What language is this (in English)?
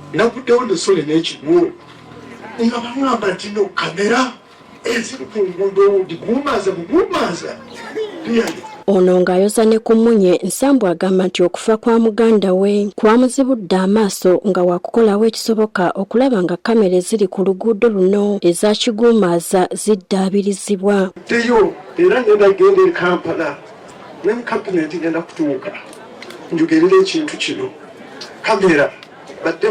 Ganda